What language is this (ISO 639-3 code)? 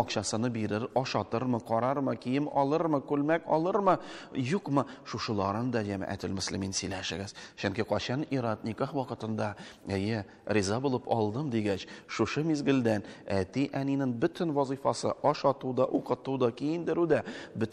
tat